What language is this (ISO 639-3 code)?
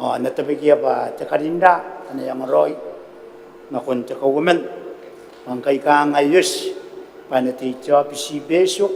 gil